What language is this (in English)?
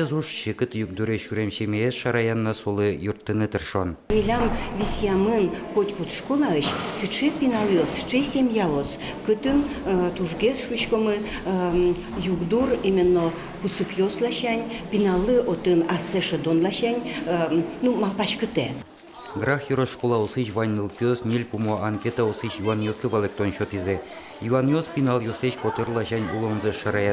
Udmurt